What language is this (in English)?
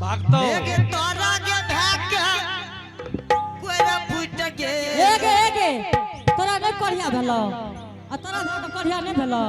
Angika